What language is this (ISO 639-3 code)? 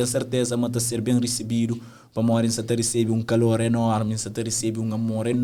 kea